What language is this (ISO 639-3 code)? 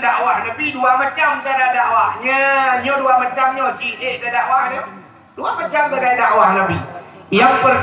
ace